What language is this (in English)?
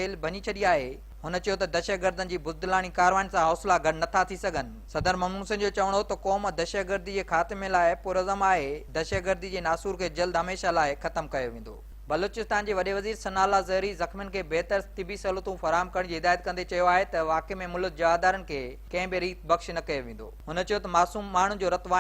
Sindhi